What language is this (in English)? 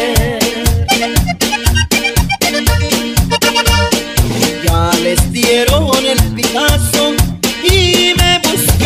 Spanish